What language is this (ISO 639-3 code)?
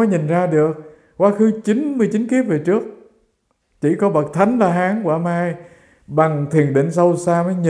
vie